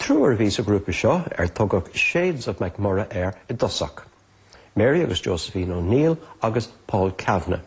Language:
Irish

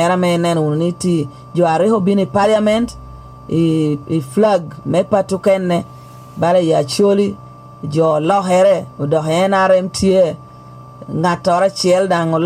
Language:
Lango (Uganda)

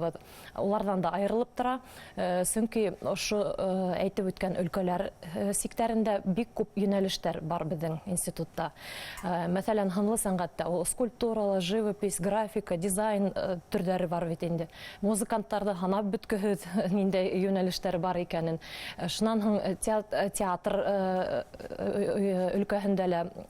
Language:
Bashkir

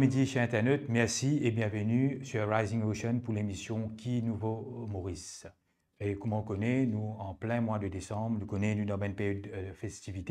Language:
Morisyen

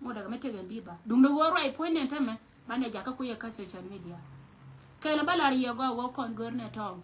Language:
Nuer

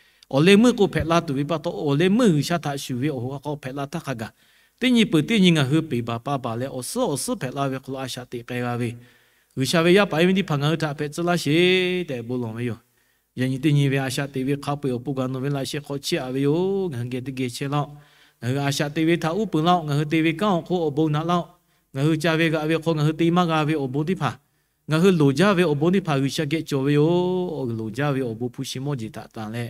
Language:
Lahu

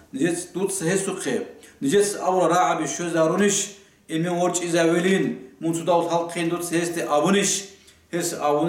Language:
Avaric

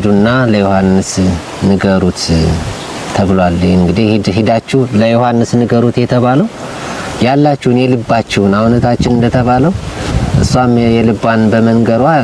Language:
Amharic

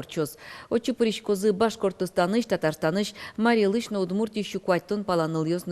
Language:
Udmurt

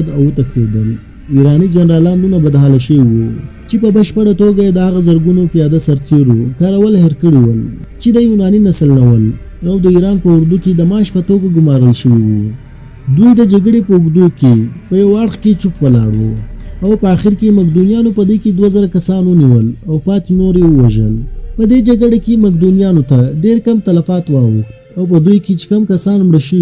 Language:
Pashto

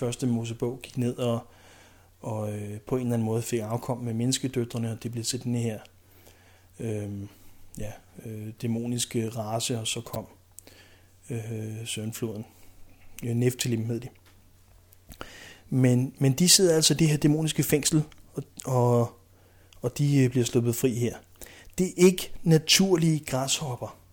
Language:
Danish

